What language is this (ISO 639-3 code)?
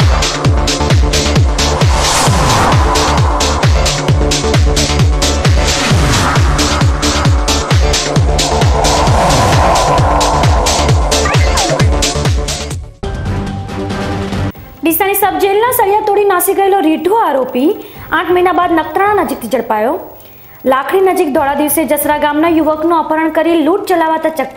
guj